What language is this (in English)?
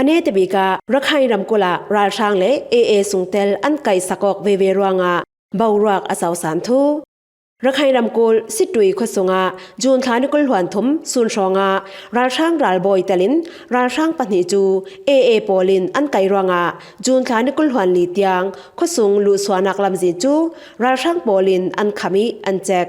Falam Chin